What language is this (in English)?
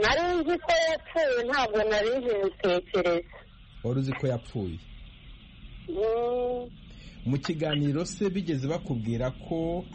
Kinyarwanda